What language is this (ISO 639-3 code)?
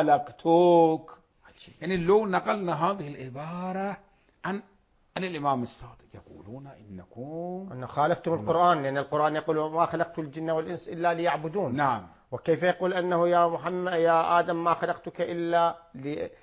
ara